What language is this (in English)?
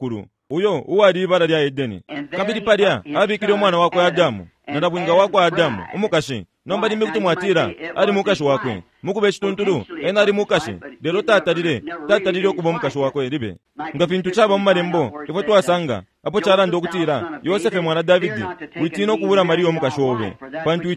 Bemba